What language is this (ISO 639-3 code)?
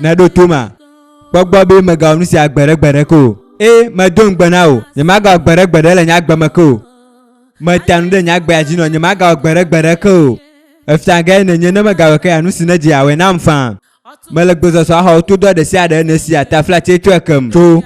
ewe